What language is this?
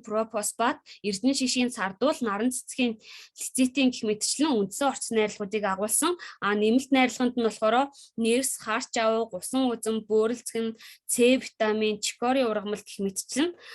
Mongolian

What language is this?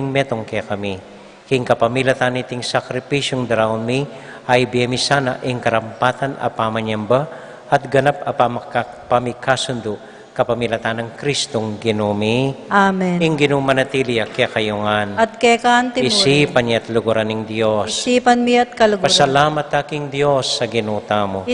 Pampanga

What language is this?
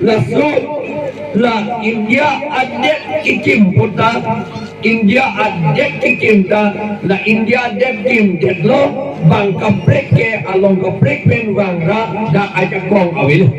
Karbi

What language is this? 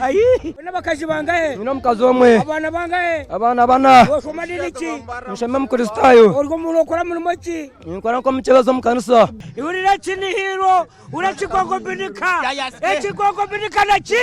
Nyankole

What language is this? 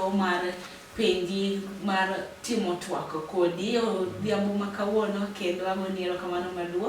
Luo (Kenya and Tanzania)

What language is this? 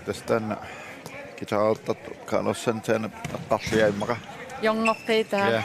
Kalaallisut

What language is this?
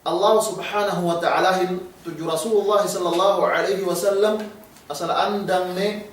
Yakan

